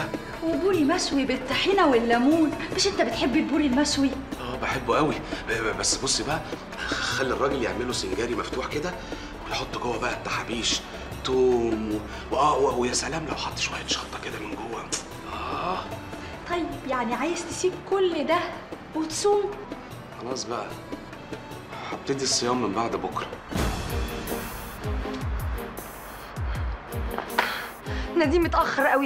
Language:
Egyptian Arabic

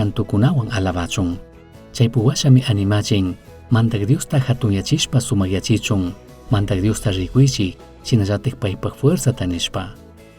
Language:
Chimborazo Highland Quichua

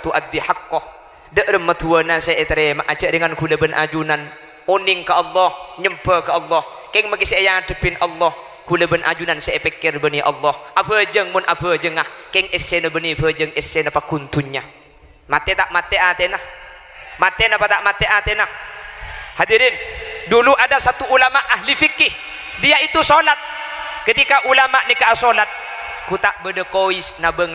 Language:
Madurese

